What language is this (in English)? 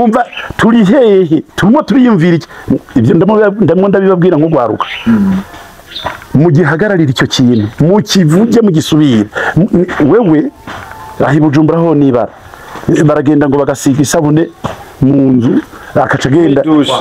Rundi